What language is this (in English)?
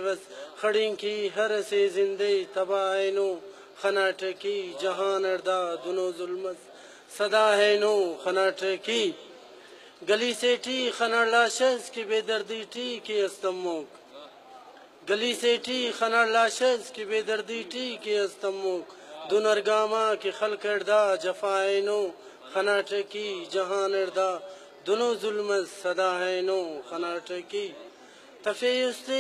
Brahui